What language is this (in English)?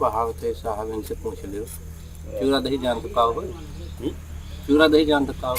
Awadhi